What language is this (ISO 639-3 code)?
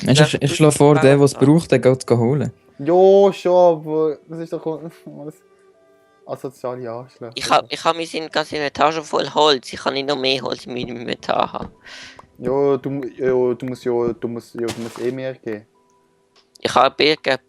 gsw